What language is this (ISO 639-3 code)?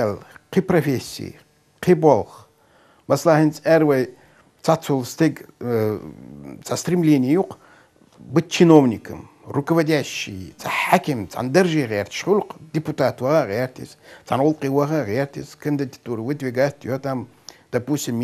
che